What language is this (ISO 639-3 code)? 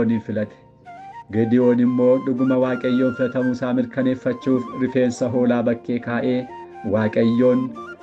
orm